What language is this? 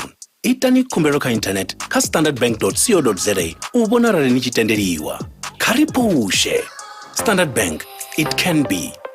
Venda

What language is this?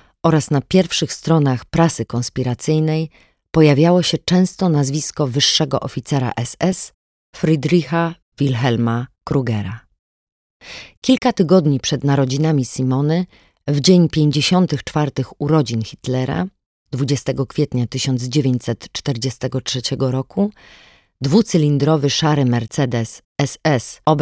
Polish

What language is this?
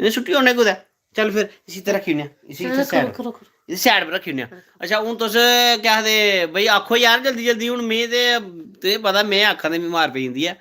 Dogri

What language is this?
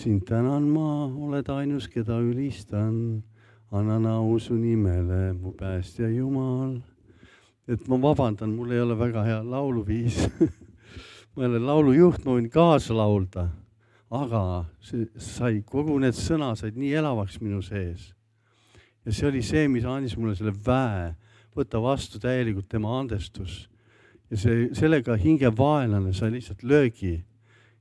Estonian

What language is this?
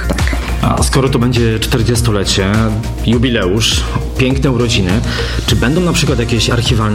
Polish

